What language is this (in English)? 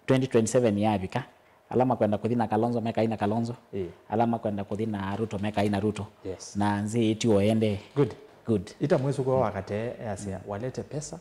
Kamba